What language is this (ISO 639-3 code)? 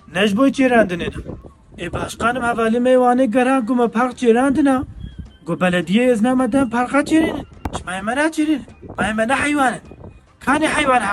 kur